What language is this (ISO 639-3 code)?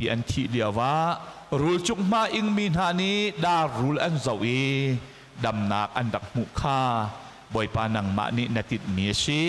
cnh